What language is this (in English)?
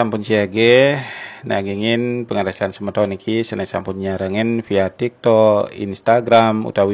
Balinese